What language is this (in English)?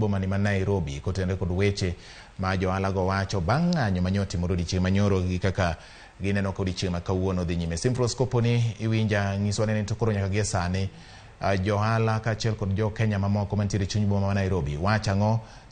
Luo (Kenya and Tanzania)